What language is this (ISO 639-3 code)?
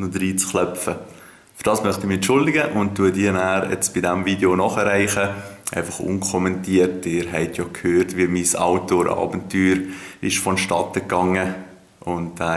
gsw